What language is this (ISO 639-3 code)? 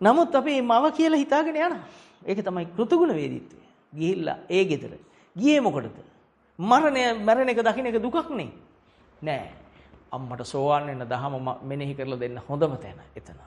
sin